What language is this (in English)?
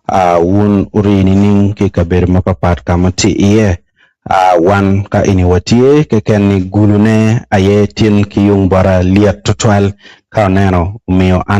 Acoli